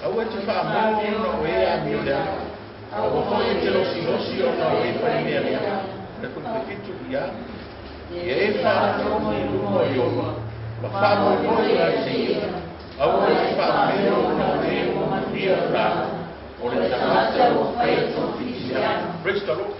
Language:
Samoan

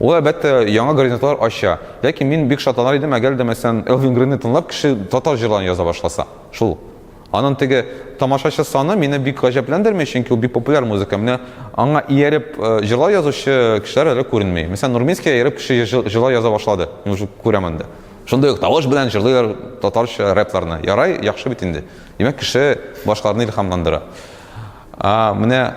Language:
Tatar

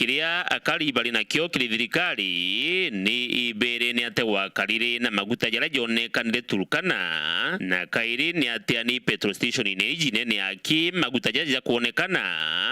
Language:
Meru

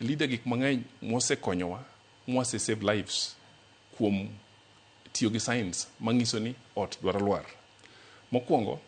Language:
Luo (Kenya and Tanzania)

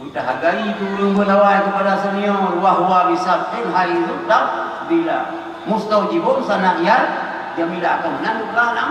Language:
Achinese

